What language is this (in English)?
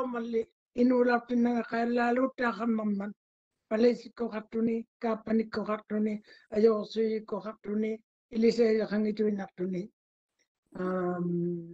Māori